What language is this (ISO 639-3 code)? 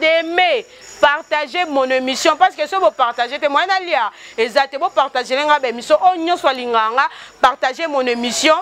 lin